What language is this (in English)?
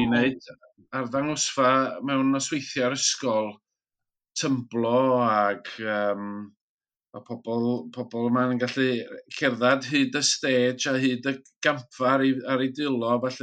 Welsh